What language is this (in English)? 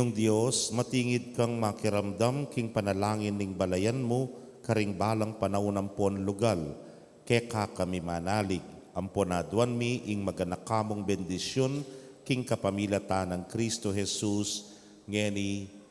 Pampanga